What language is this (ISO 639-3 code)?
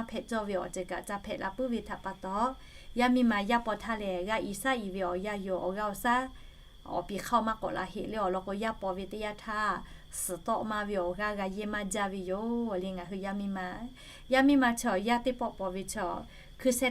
lhu